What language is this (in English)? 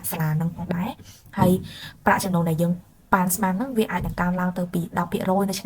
Khmer